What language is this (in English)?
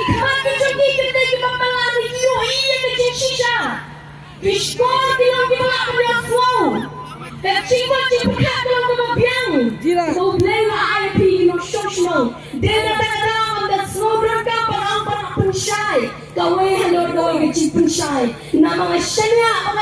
Khasi